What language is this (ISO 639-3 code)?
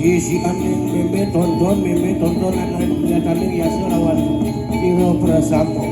ban